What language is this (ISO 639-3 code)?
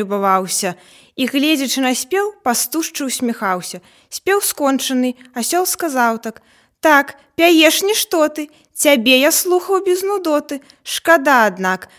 bel